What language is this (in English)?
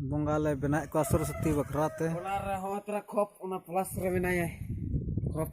Santali